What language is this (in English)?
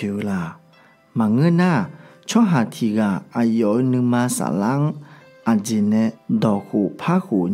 Akha